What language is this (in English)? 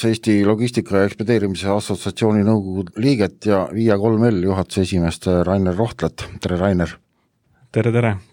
Estonian